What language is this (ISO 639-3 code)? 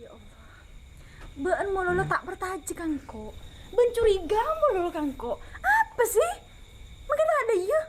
mad